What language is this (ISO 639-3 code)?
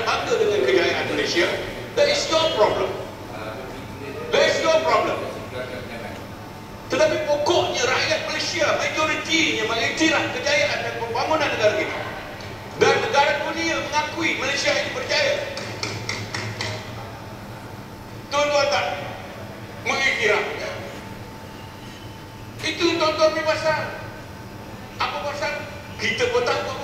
msa